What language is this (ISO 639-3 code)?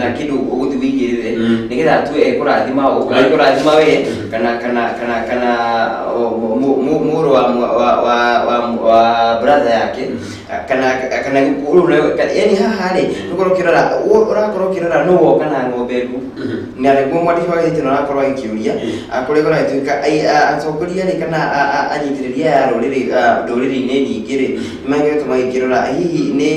kik